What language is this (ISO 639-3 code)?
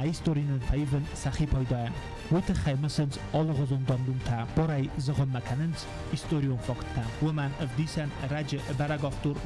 oss